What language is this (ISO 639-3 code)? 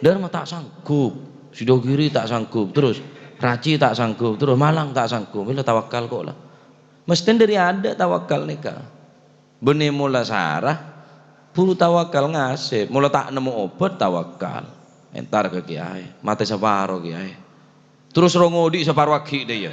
mad